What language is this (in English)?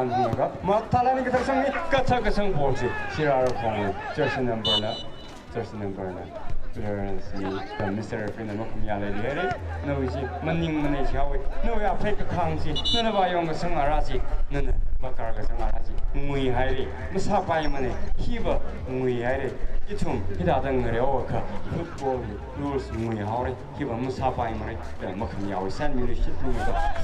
Tangkhul Naga (India)